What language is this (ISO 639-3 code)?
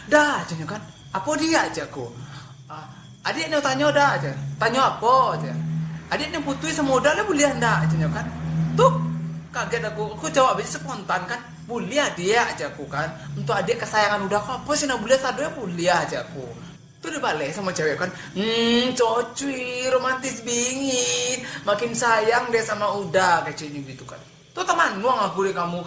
min